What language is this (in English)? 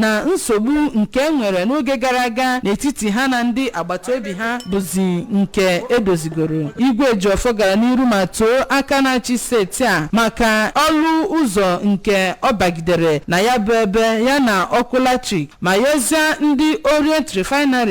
Igbo